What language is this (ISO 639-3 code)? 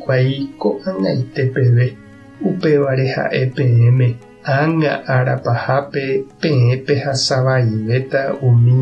grn